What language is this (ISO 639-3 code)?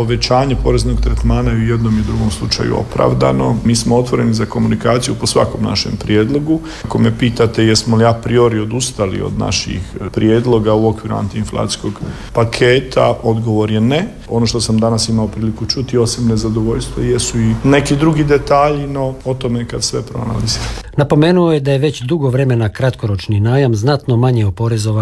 hrv